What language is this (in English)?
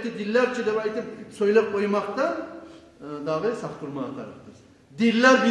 Kumyk